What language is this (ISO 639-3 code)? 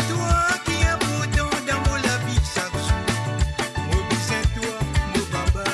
mfe